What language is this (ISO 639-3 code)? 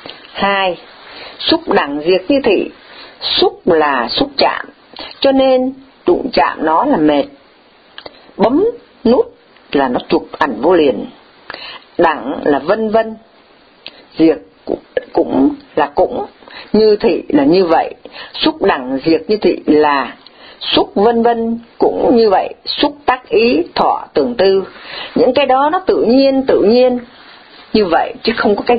vie